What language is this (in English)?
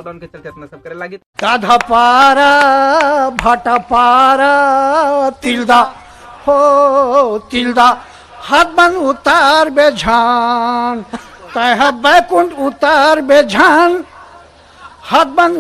Chhattisgarhi